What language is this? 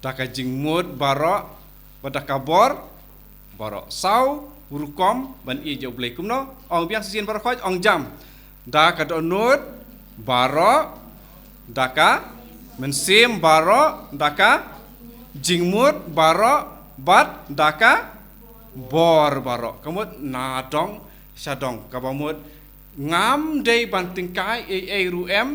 Khasi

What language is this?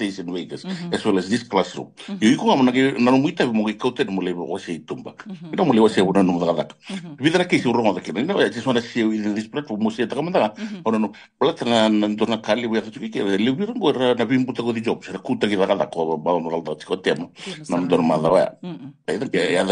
Fijian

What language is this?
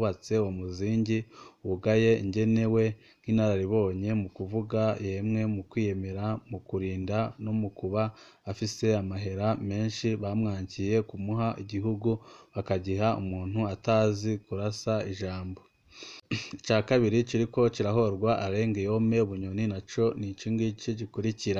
Rundi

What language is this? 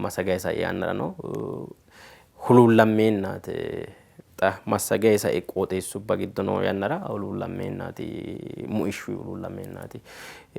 Sidamo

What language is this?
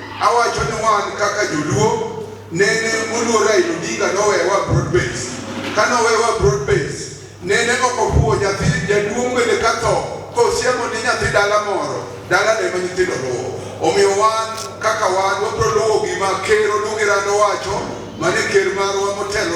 Luo (Kenya and Tanzania)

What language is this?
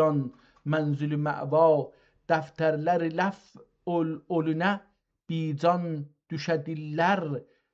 South Azerbaijani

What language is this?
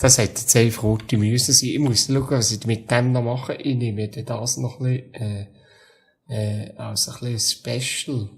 Swiss German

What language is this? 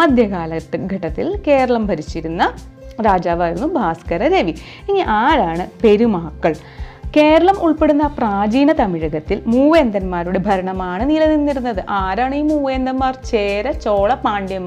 Malayalam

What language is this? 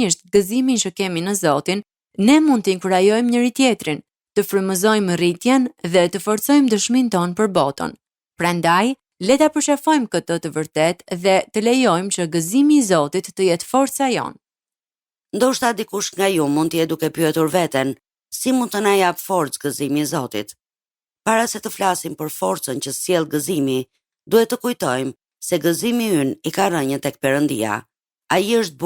Albanian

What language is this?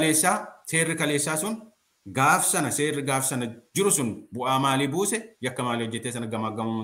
Oromo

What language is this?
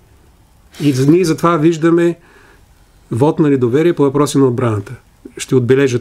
Bulgarian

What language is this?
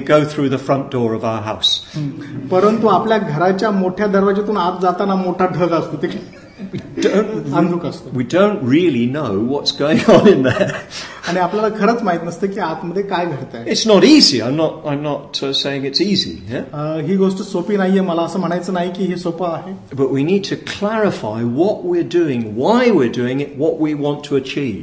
Marathi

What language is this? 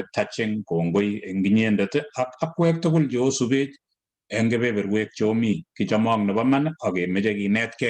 Kalenjin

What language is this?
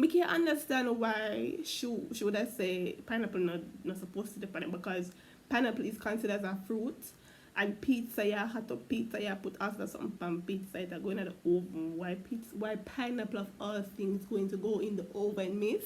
Jamaican Creole English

